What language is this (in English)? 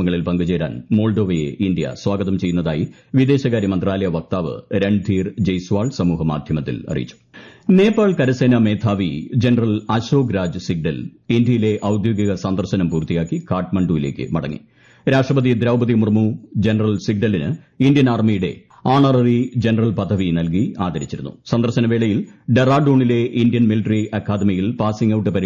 Malayalam